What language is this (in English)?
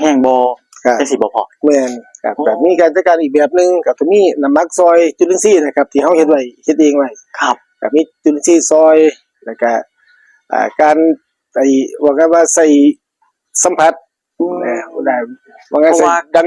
Northeastern Thai